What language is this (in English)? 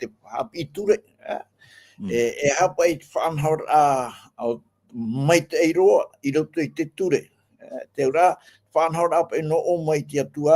Tahitian